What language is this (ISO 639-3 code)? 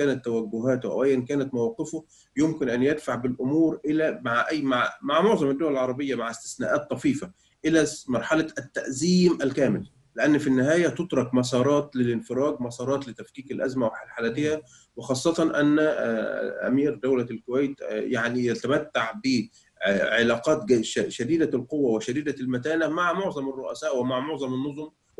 ara